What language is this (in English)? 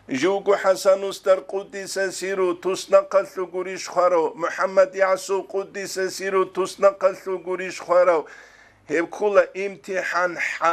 Avaric